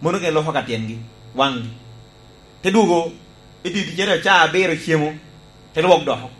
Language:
Lango (Uganda)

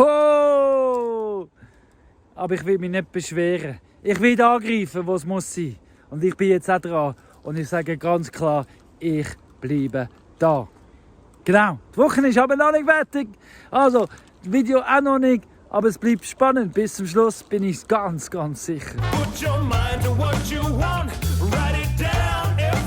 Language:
Swiss German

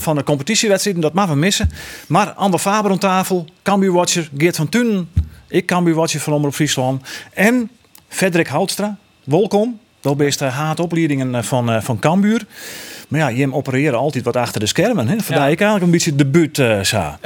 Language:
Western Frisian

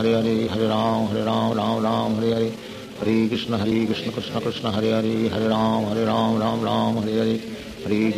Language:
Hindi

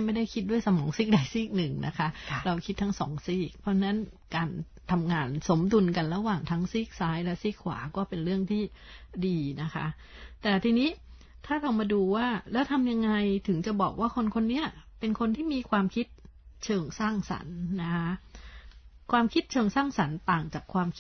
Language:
Thai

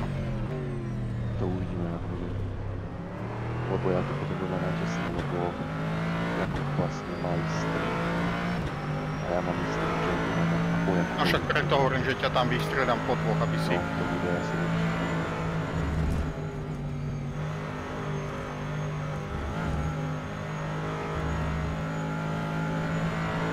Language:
Slovak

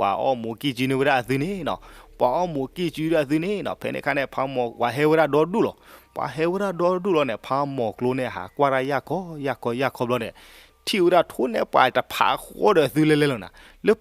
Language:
S'gaw Karen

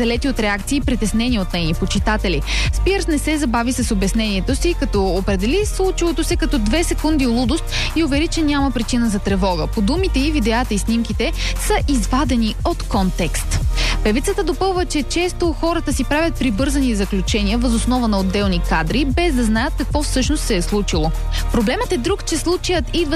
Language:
Bulgarian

